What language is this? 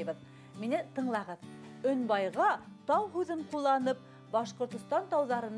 Bashkir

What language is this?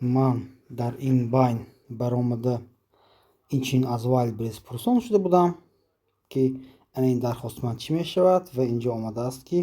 Tajik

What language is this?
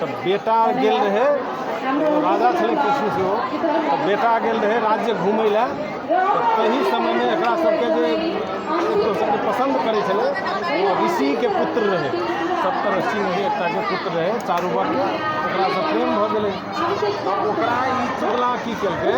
Maithili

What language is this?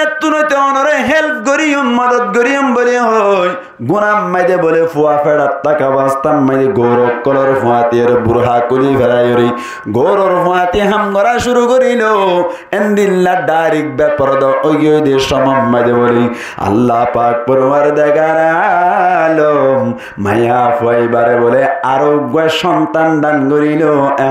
Rohingya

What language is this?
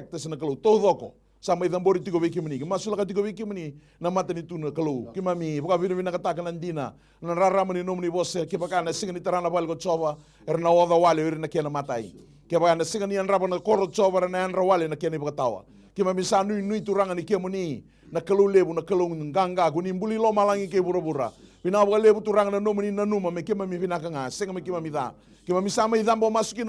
Fijian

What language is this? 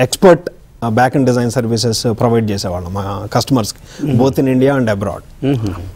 Telugu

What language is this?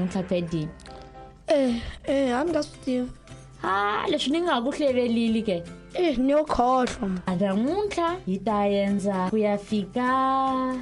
Tsonga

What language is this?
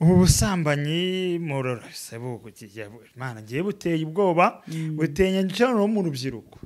Kinyarwanda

